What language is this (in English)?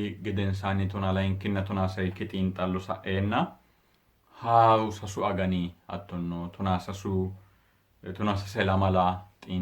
Sidamo